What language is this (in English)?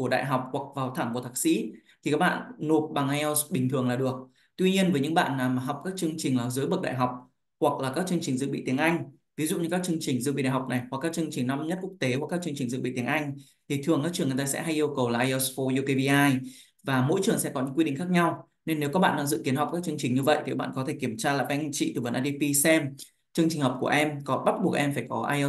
Vietnamese